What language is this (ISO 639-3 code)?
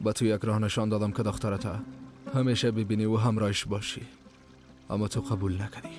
fas